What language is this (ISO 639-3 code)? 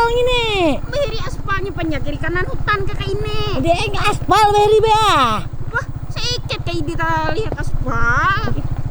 bjn